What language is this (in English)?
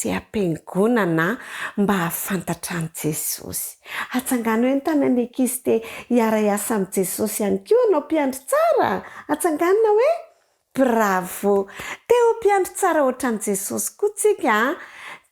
Malagasy